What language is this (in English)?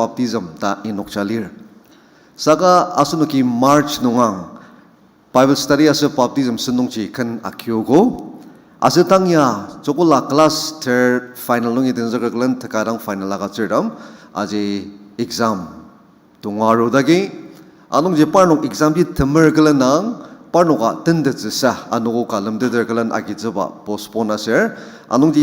Ao Naga